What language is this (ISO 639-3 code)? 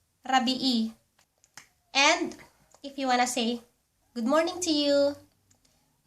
ilo